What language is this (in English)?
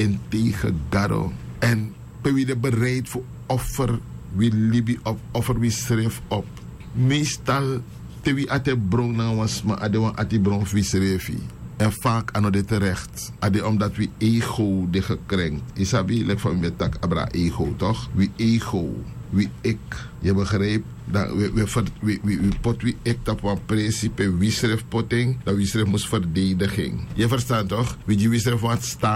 Sranan Tongo